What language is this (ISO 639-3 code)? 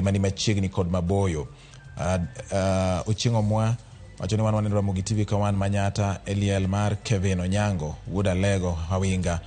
luo